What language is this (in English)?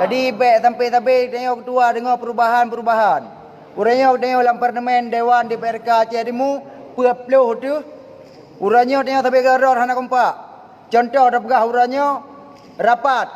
Achinese